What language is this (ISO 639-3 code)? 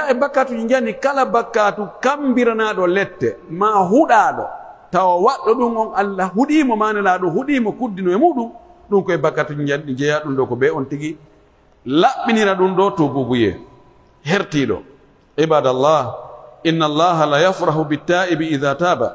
fuf